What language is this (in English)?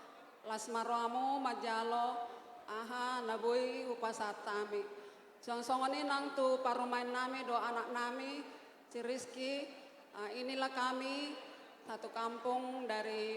Batak Toba